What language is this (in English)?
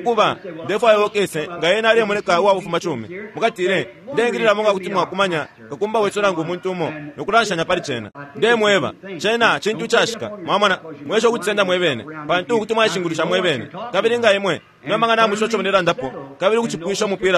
Bemba